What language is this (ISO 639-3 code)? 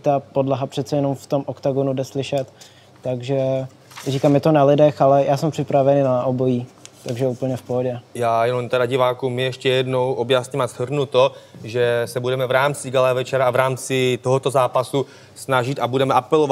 ces